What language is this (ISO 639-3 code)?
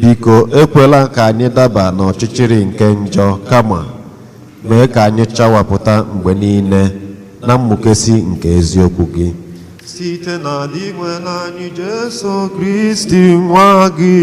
ibo